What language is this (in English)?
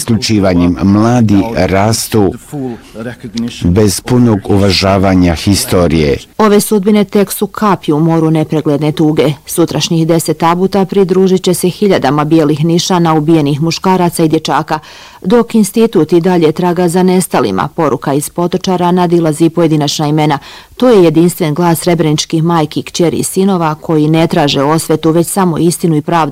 Bosnian